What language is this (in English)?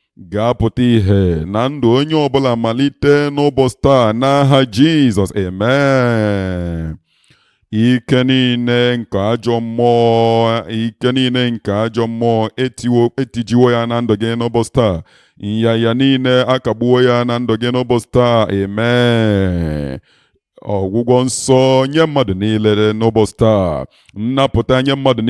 Igbo